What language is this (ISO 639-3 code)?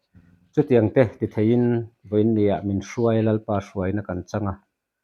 lus